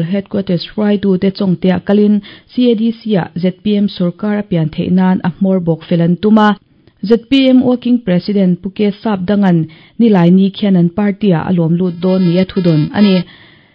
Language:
Mizo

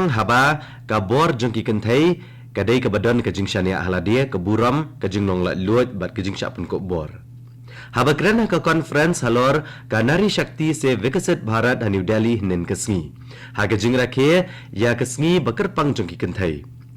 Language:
Khasi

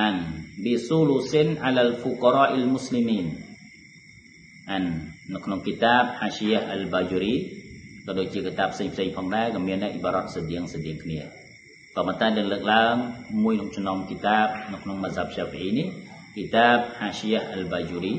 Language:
Khmer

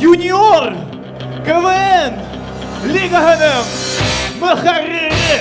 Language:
Bashkir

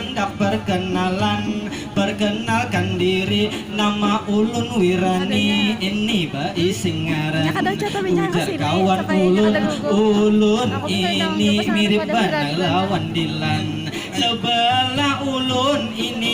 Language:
Banjar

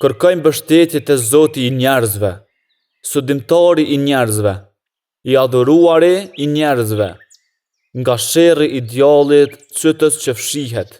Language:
Albanian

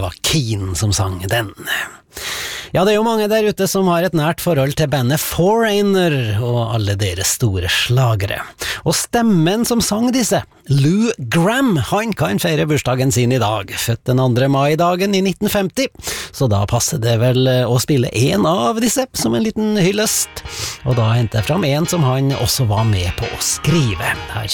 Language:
Norwegian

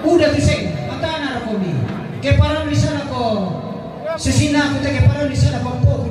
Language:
Toraja-Sa'dan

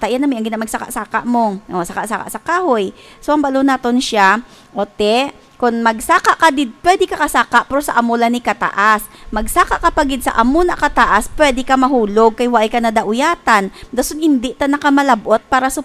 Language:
Hiligaynon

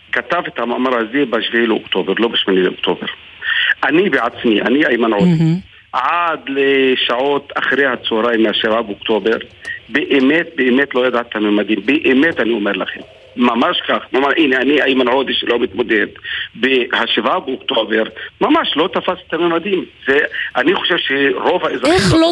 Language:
Hebrew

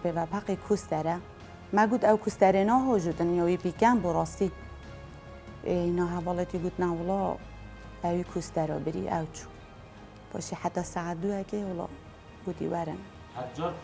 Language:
Kurdish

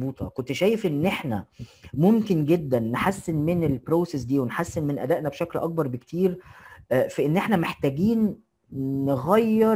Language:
Egyptian Arabic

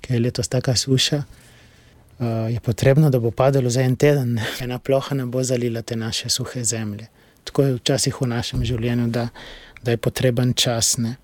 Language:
Slovenian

